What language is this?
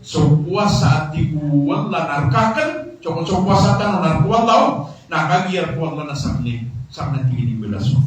Maranao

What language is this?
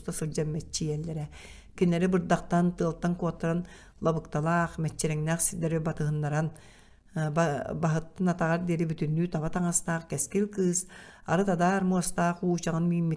Yakut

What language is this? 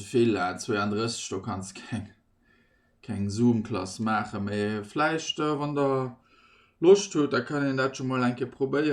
Luxembourgish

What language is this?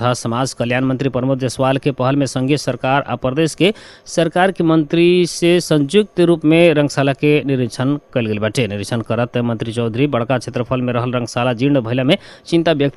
Bhojpuri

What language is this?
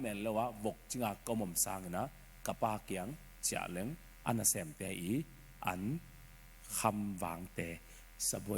Tedim Chin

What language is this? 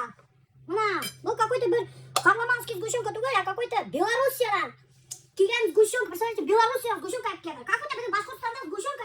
Bashkir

